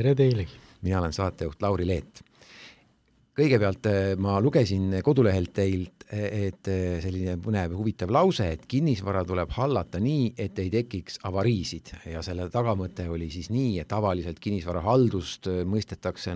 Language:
Estonian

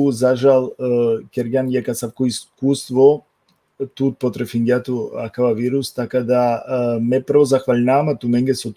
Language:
Balkan Romani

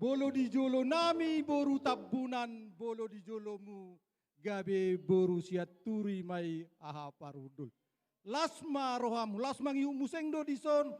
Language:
Batak Toba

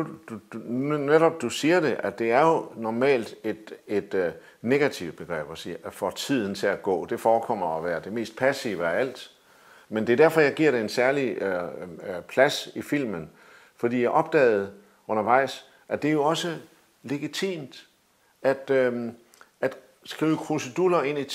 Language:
Danish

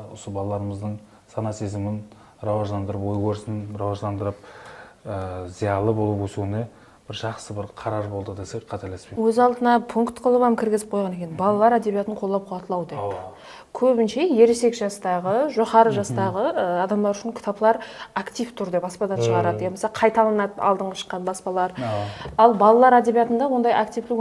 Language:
Kara-Kalpak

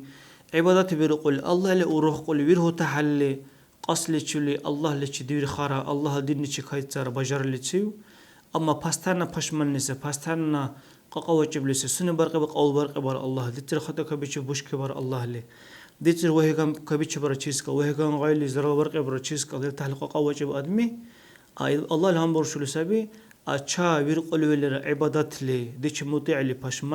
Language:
Dargwa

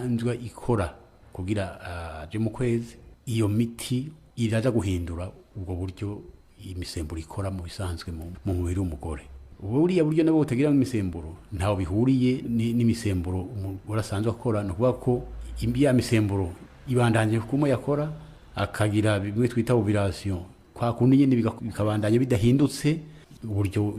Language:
Rundi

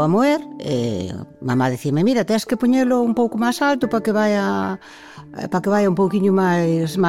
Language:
Galician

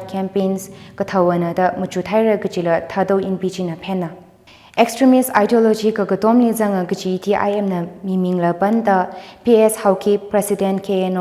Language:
Tangkhul Naga (India)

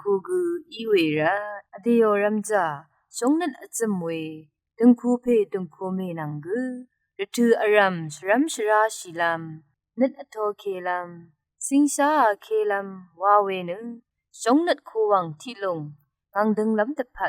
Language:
Rawang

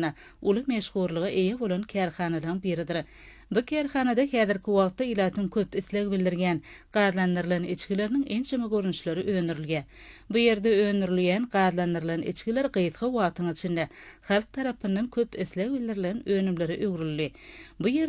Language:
Turkmen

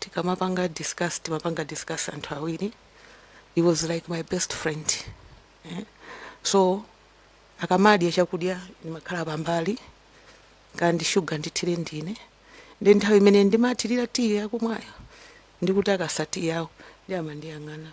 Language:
Nyanja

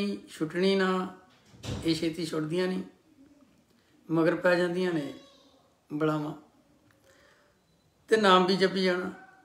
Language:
Punjabi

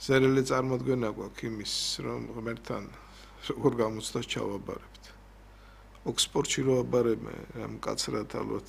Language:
Georgian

